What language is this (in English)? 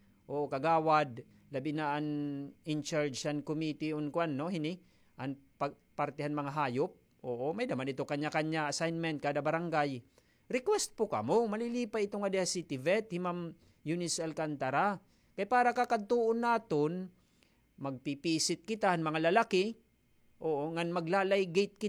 Waray